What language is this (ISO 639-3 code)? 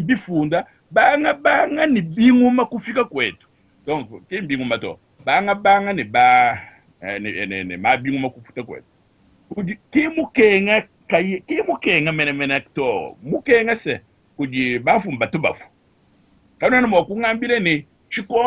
lua